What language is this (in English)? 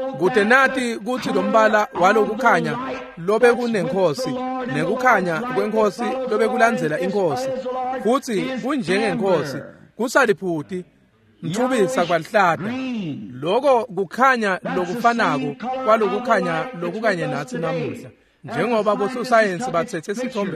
Swati